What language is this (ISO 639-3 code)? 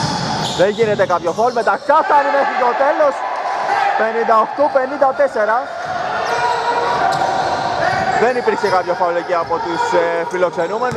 ell